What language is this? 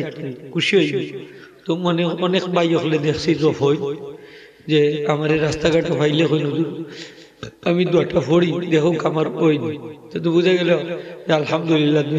Sylheti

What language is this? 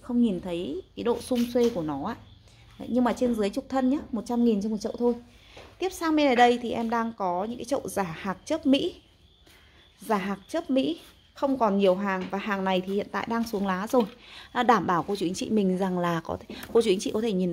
Vietnamese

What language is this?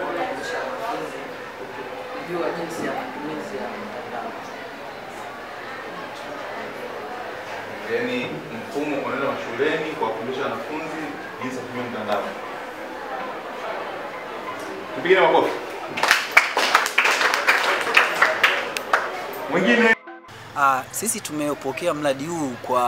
Swahili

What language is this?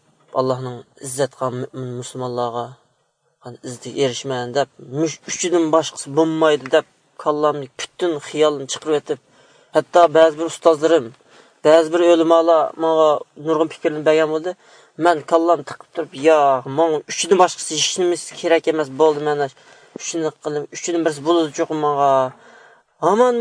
Uyghur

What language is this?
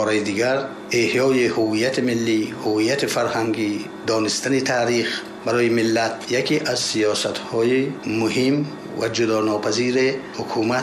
Tajik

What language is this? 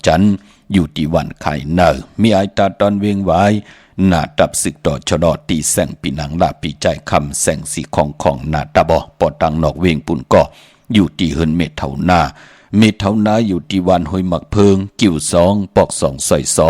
Shan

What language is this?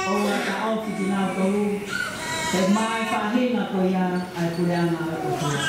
Tongan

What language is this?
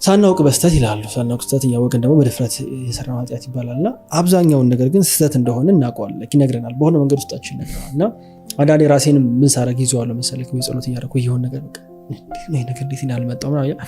Amharic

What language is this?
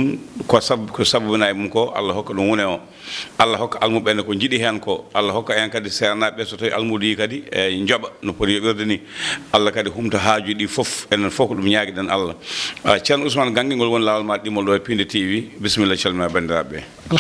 Fula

